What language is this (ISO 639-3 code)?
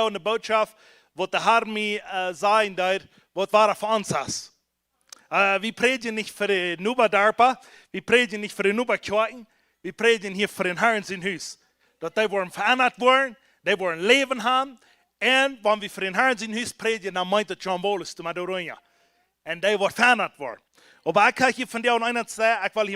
pdt